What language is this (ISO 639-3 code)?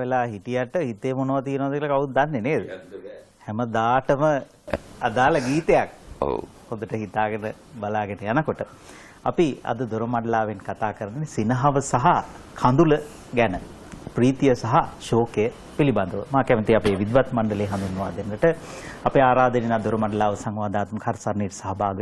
sin